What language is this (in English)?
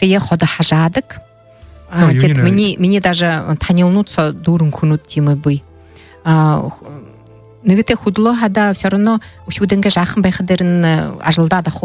Buriat